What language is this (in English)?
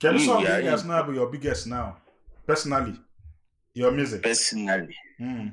Igbo